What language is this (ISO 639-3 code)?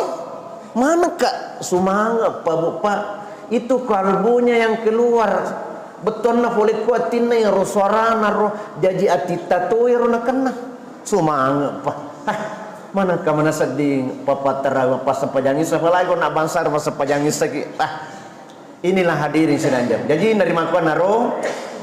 bug